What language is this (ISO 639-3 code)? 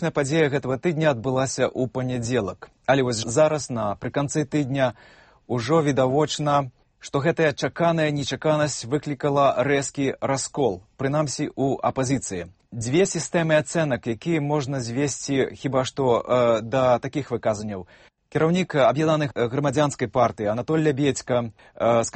bel